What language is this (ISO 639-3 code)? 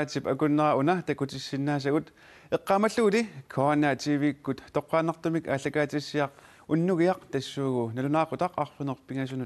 kal